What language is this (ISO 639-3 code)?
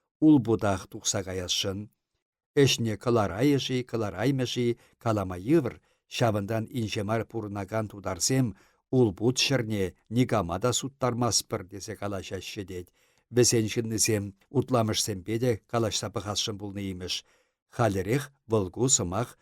chv